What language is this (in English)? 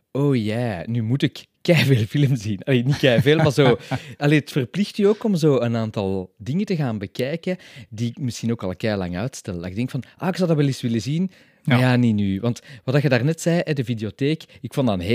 Dutch